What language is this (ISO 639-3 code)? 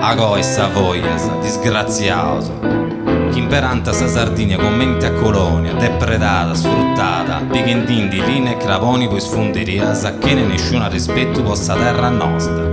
srd